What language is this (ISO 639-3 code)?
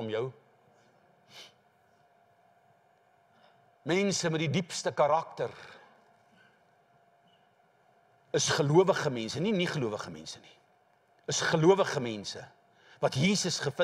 afr